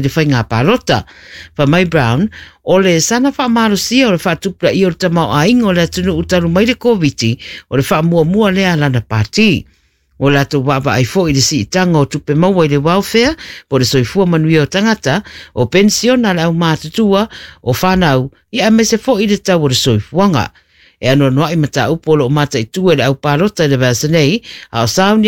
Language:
Samoan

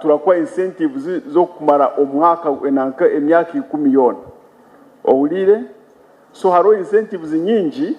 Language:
Nyankole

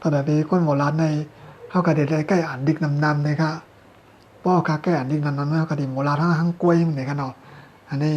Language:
Shan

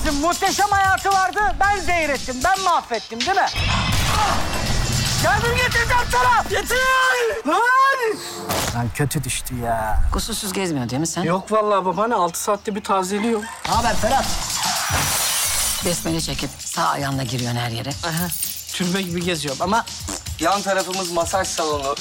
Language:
Turkish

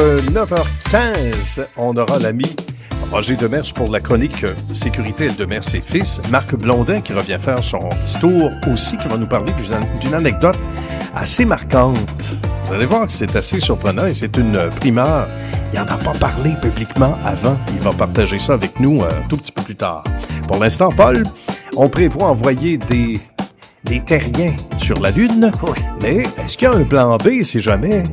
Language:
French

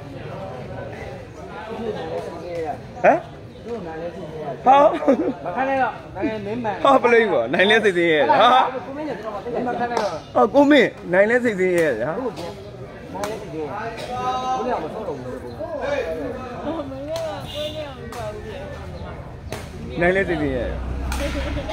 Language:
Burmese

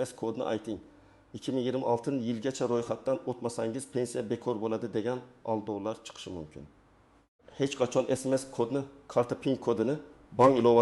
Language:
Uzbek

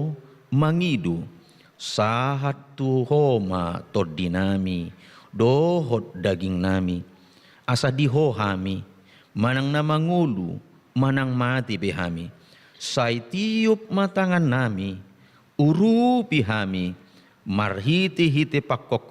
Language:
Batak Toba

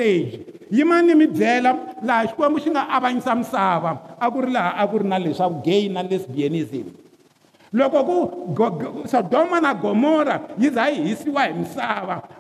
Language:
Tsonga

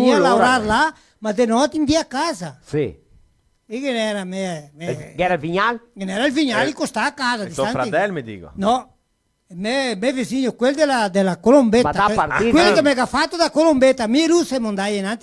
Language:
Venetian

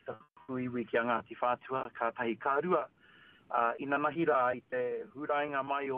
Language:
Māori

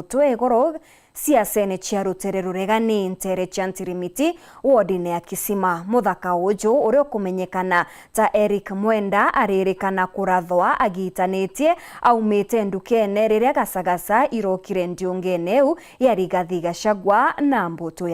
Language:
Meru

